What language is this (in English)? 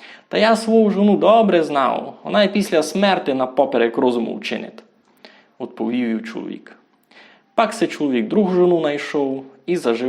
Rusyn